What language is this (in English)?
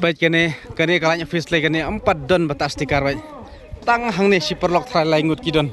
Khasi